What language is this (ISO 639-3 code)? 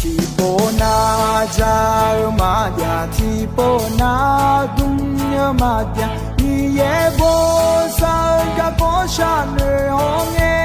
ahk